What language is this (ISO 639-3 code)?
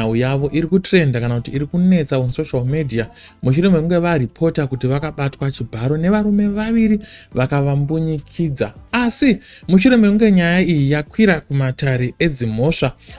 sna